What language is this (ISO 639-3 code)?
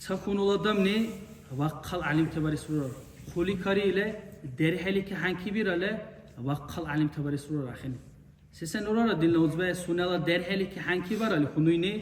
dar